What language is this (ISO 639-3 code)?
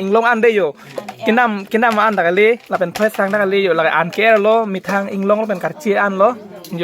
mjw